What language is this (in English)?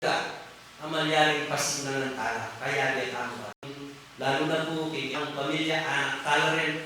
Pampanga